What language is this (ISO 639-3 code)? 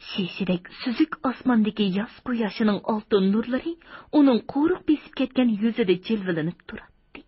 uig